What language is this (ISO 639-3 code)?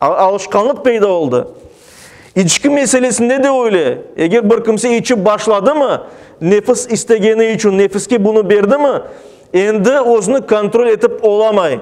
crh